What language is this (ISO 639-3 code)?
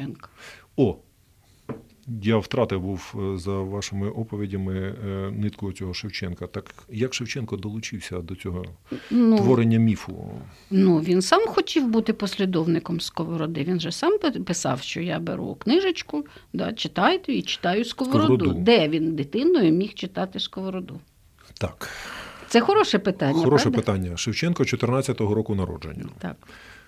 ukr